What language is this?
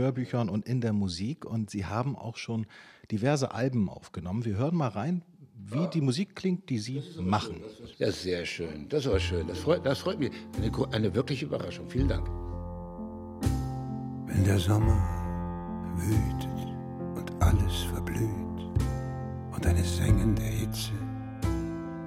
German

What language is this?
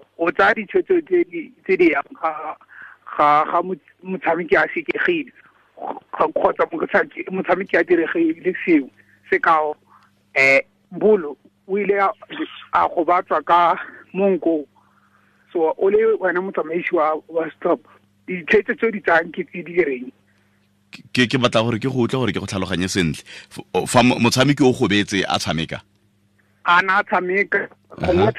Tswana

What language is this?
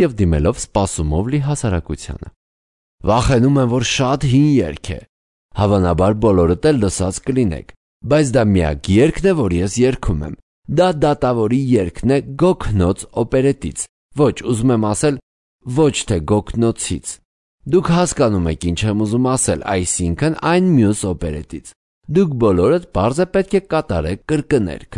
Armenian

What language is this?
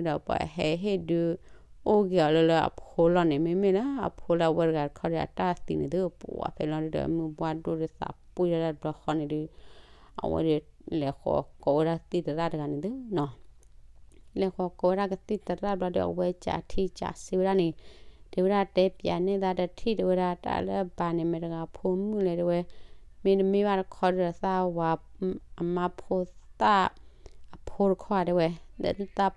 S'gaw Karen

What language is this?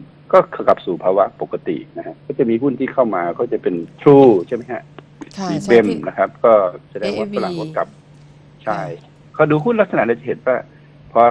Thai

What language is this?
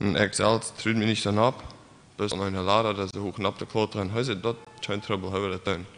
Plautdietsch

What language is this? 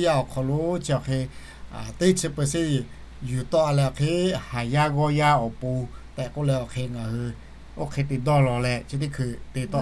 Lahu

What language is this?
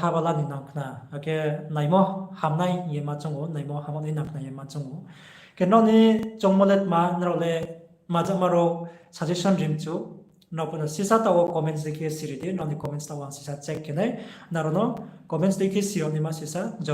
Riang (India)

